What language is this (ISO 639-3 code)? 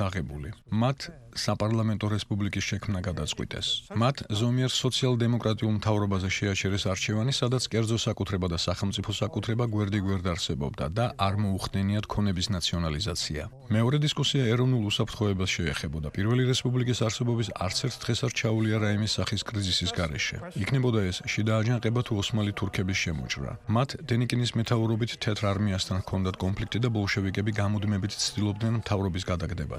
kat